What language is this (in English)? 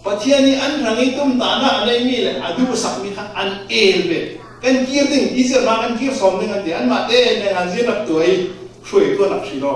Falam Chin